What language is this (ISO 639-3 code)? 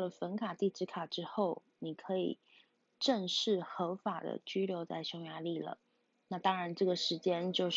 zho